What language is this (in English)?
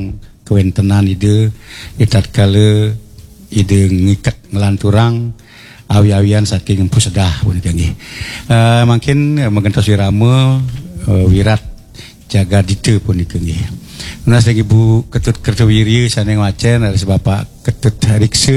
Balinese